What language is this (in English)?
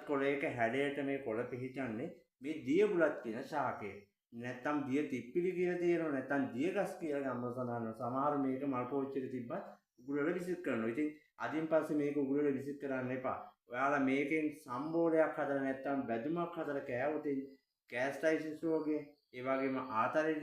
Sinhala